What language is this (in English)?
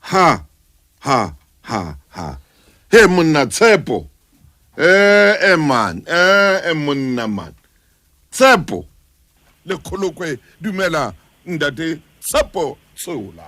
Southern Sotho